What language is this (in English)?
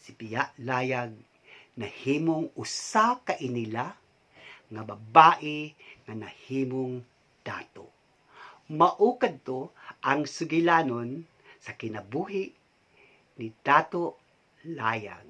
Cebuano